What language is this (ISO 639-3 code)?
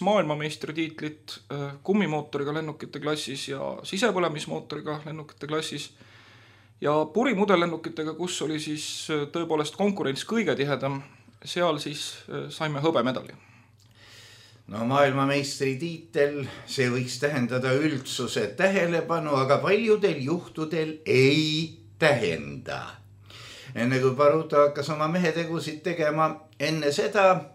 est